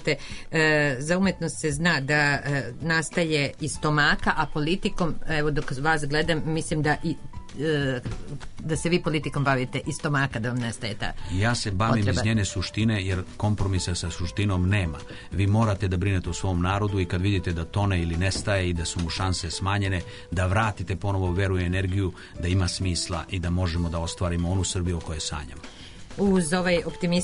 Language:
Serbian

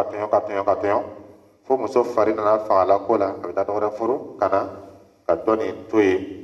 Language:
Dyula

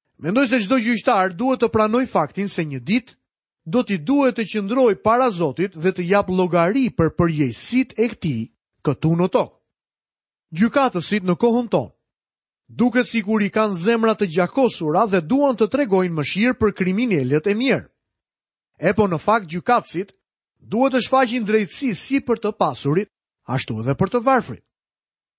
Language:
Albanian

